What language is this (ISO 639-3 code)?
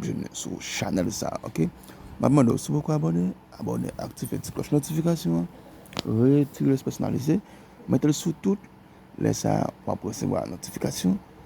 hat